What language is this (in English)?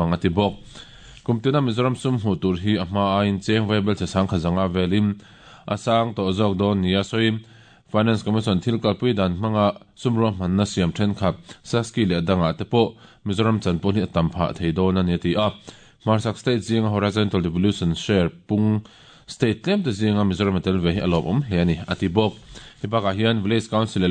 Mizo